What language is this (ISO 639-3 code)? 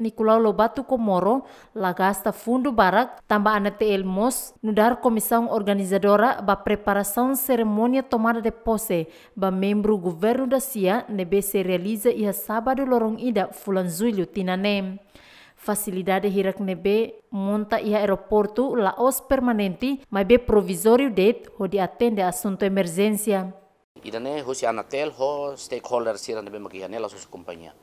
tet